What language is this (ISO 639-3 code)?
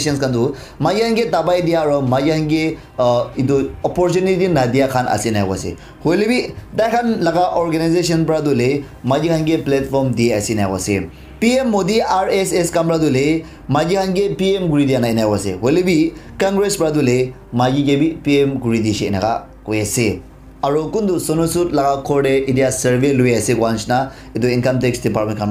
nag